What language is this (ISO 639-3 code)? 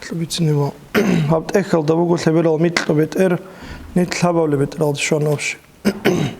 ava